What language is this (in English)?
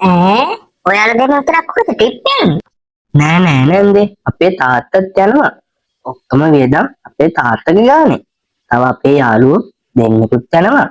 Sinhala